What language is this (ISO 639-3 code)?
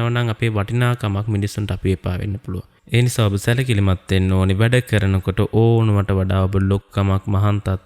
sin